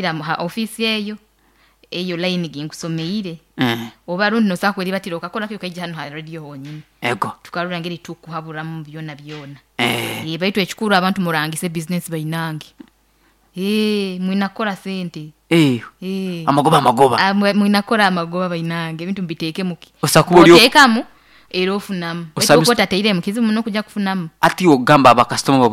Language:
Nyoro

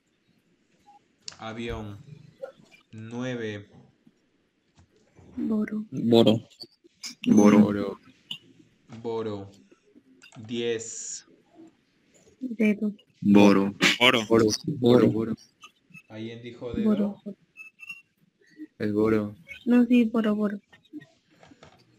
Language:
Spanish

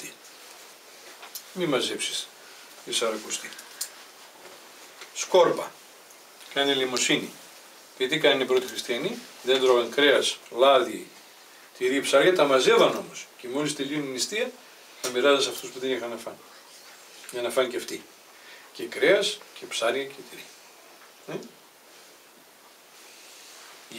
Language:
Greek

